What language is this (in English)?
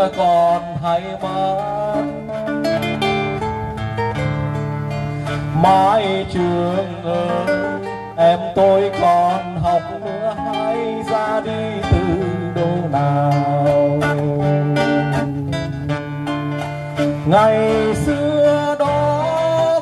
Vietnamese